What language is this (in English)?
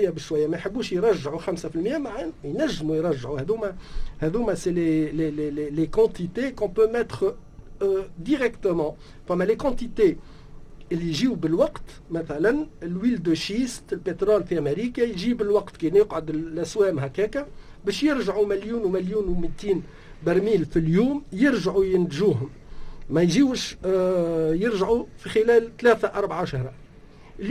Tunisian Arabic